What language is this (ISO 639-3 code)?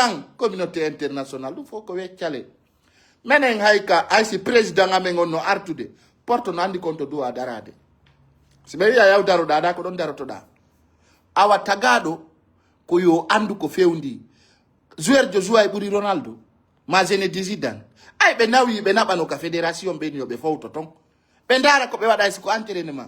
ful